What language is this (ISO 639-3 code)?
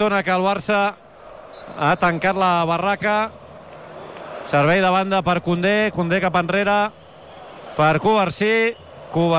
cat